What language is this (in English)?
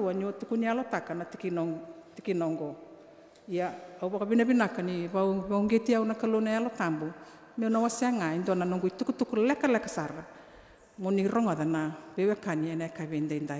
Fijian